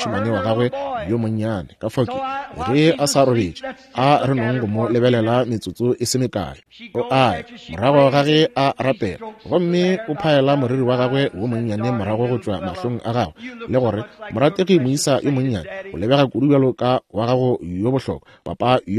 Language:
Northern Sotho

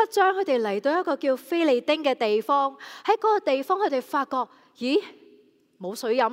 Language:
Cantonese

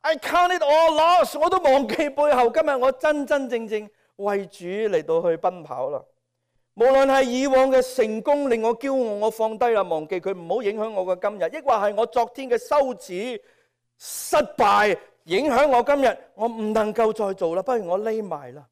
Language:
Cantonese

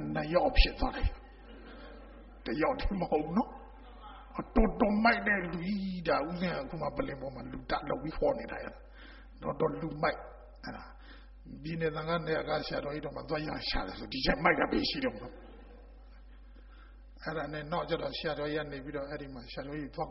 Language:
Burmese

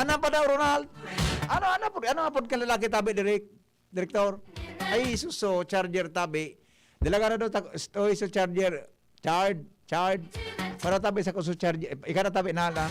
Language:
Bikol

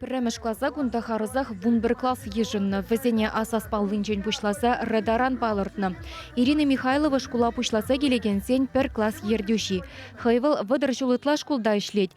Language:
Chuvash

